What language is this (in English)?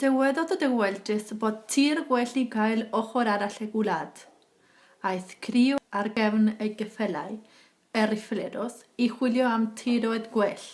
Welsh